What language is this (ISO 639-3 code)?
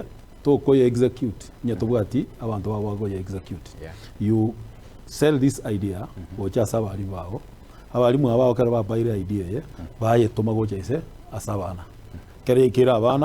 guz